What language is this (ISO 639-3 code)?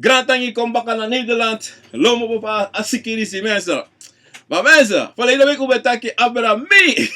srn